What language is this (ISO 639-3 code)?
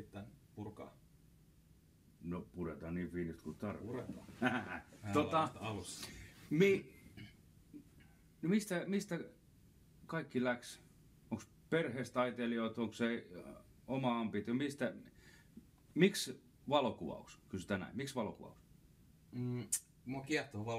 fin